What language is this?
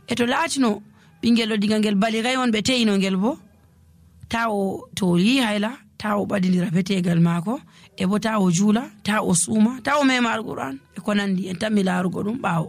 Nigerian Fulfulde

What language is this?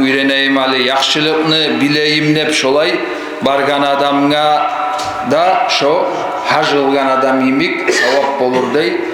Kumyk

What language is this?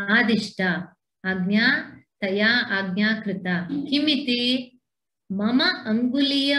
Sanskrit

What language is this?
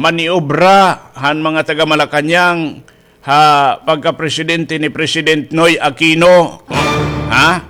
Waray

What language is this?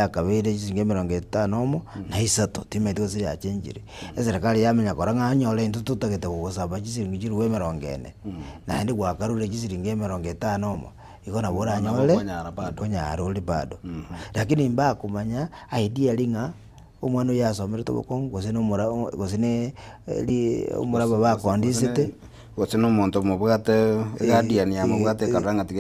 Gusii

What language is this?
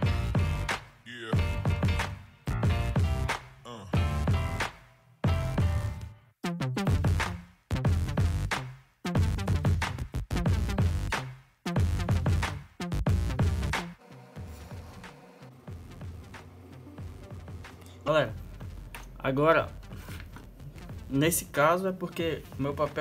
Portuguese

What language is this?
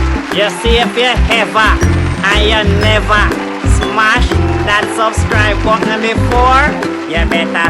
Jamaican Creole English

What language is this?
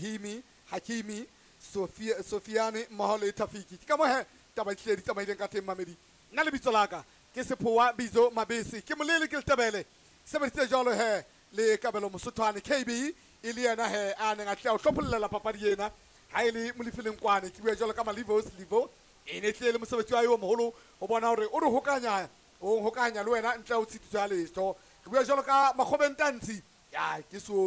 Southern Sotho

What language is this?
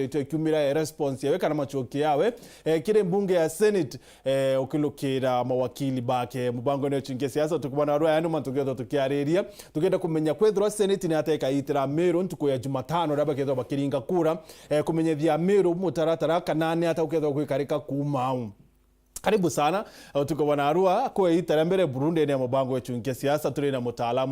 Meru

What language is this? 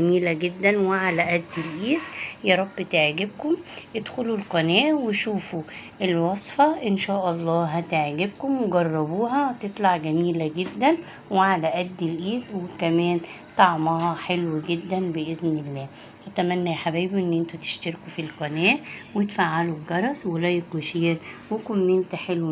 Egyptian Arabic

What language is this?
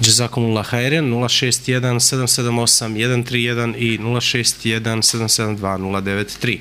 Bosnian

